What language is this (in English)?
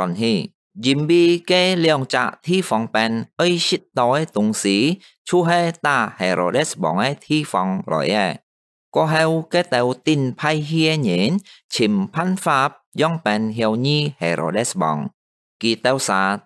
Hakka Chinese